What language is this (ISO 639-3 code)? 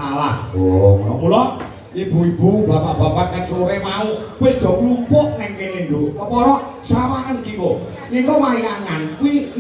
jav